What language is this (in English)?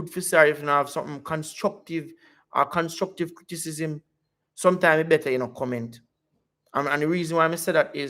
Jamaican Creole English